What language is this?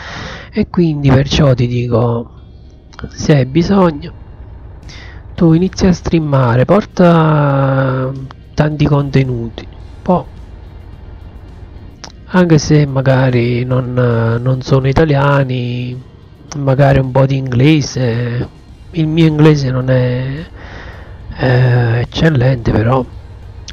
Italian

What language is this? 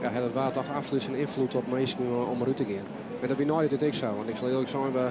Western Frisian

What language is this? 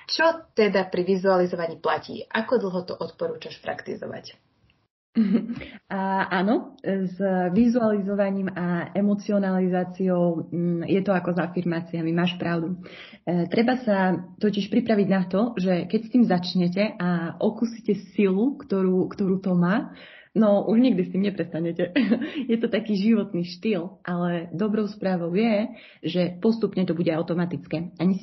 Slovak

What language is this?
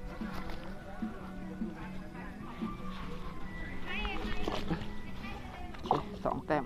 Lao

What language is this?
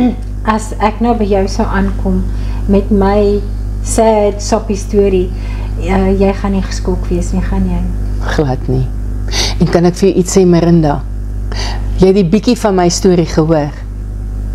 Afrikaans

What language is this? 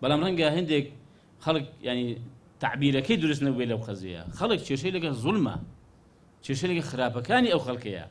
Central Kurdish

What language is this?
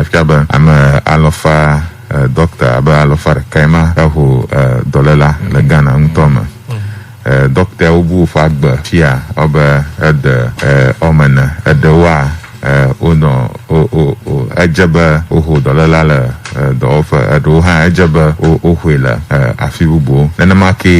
Ewe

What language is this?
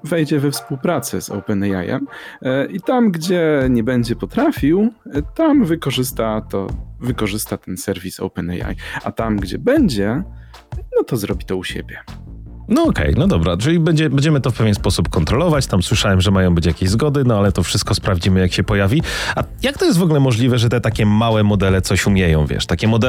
Polish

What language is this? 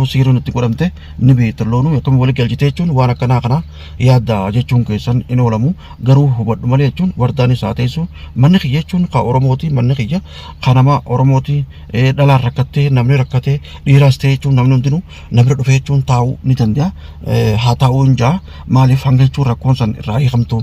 Oromo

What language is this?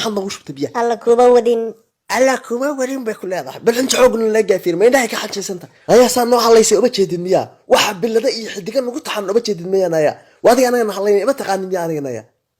Somali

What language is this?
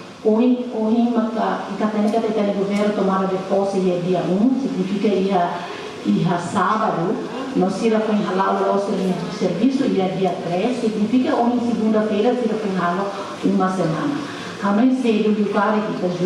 Tetum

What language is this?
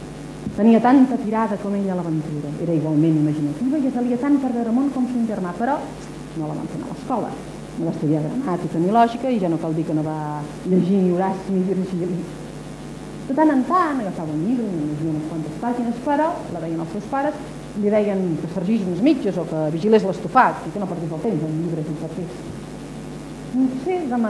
Catalan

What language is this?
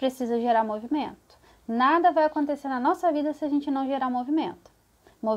Portuguese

